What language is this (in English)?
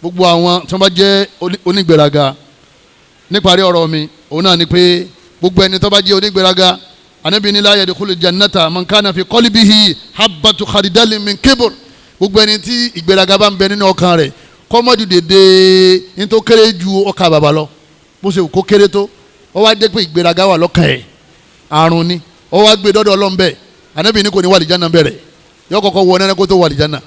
Yoruba